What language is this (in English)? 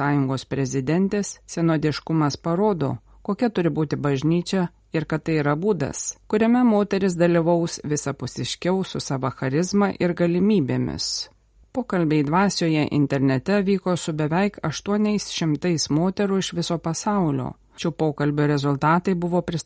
Lithuanian